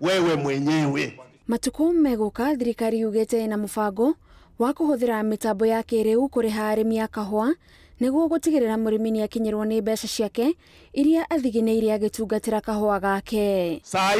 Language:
Kikuyu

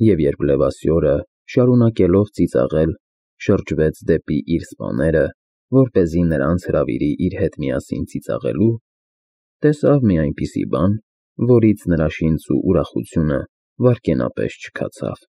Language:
Armenian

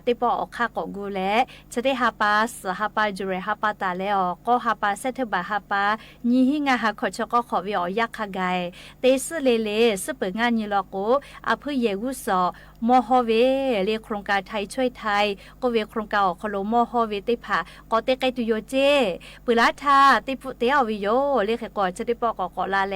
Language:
Lahu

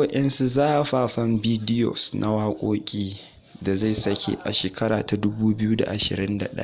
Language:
Hausa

